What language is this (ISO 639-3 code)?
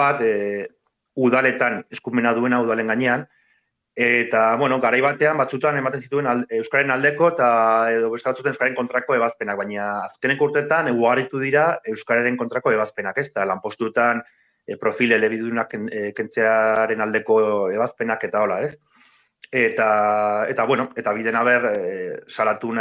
eus